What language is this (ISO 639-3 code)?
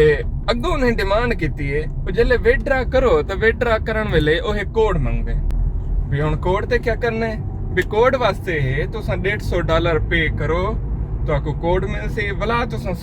skr